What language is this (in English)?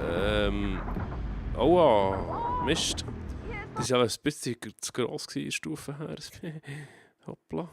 Swiss German